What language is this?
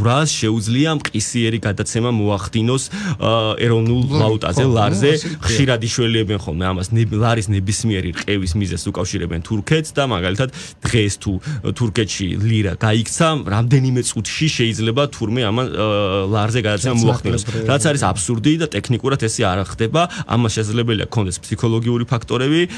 Georgian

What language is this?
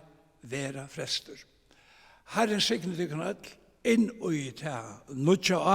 Faroese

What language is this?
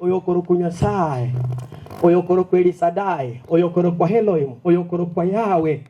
Gusii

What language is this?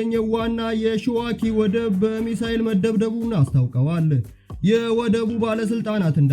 Amharic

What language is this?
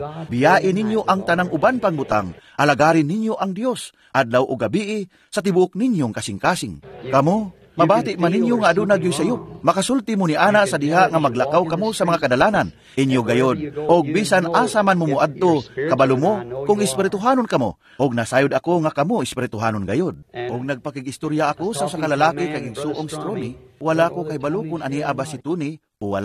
Cebuano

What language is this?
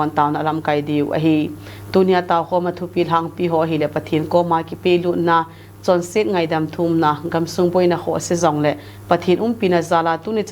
Thado Chin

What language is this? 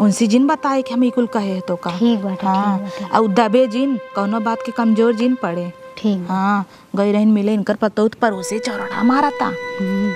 Awadhi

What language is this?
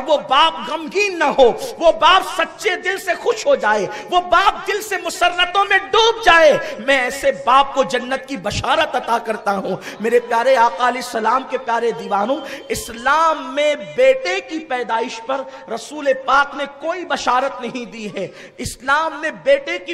Urdu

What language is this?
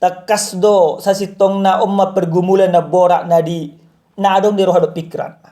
Batak Toba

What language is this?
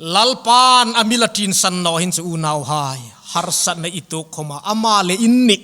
Hmar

